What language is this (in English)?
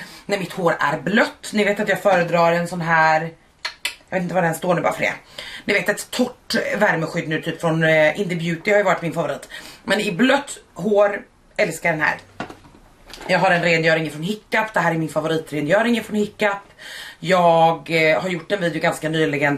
Swedish